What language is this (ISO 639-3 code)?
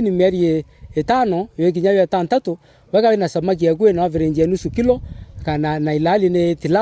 mer